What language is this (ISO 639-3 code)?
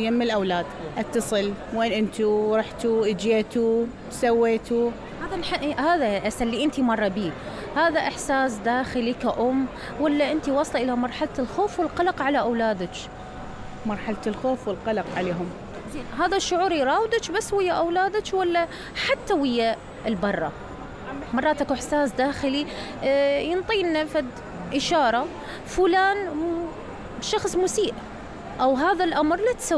acm